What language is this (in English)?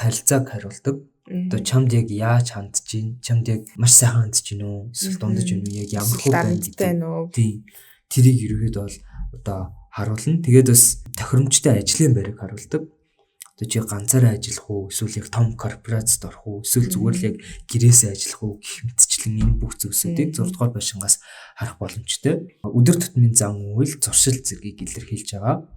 Mongolian